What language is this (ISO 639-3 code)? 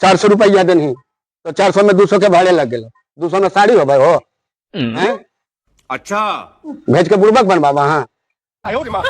mag